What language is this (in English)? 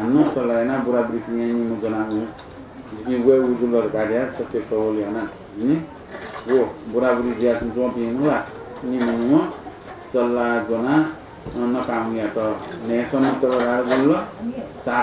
Newari